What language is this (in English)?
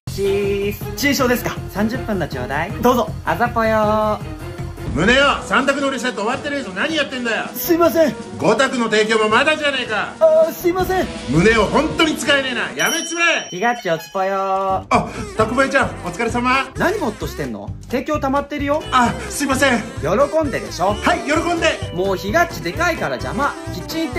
Japanese